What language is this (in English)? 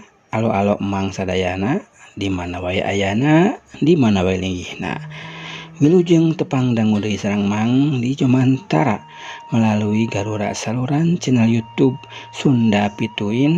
Sundanese